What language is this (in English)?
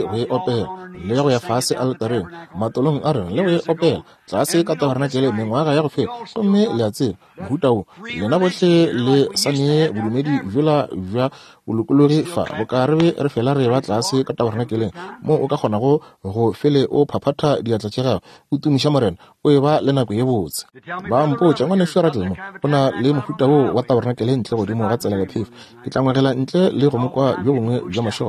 Northern Sotho